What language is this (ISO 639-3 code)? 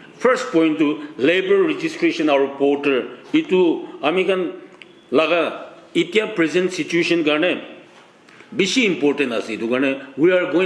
nag